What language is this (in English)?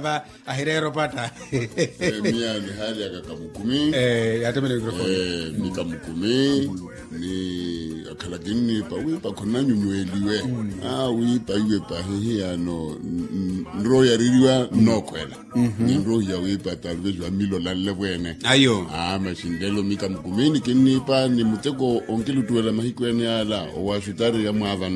Makhuwa